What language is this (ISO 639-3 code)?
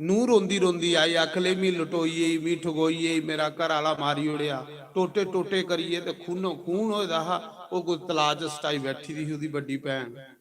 doi